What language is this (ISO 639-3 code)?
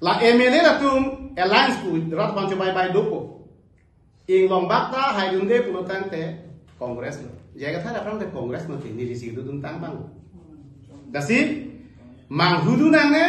mjw